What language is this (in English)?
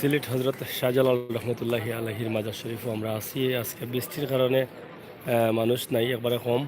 Sylheti